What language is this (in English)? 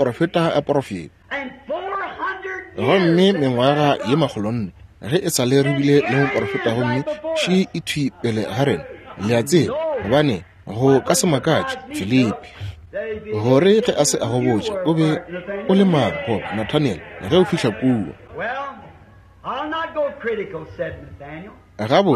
Northern Sotho